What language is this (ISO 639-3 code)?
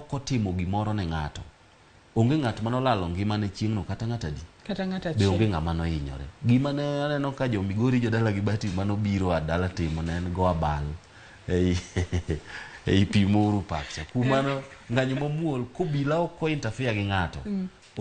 luo